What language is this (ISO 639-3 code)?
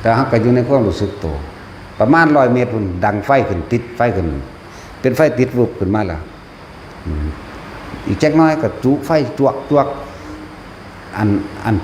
tts